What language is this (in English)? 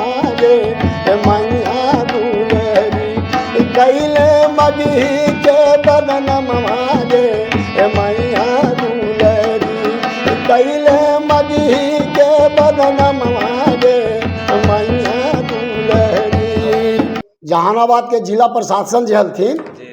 Magahi